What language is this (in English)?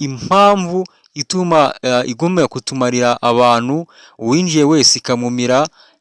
Kinyarwanda